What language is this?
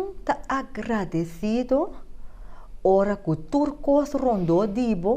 Papiamento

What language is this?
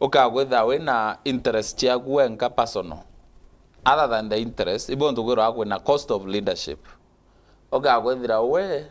Meru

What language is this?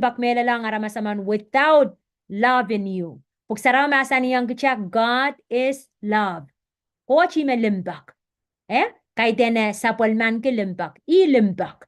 Pohnpeian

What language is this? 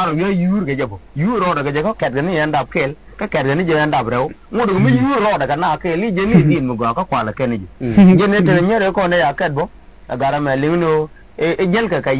Nuer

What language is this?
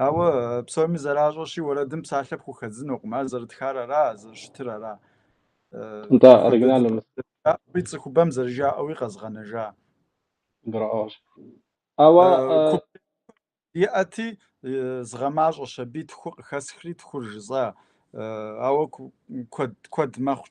Kabardian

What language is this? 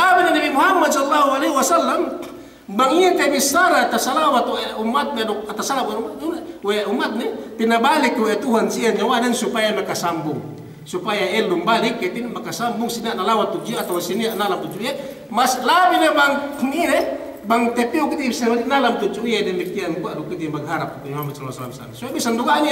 Yakan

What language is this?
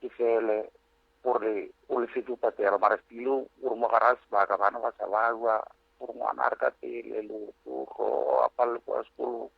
Northern Sotho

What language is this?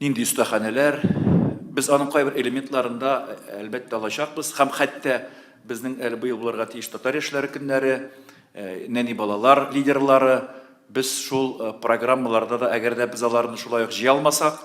Tatar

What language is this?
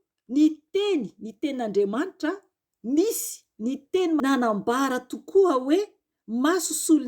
Malagasy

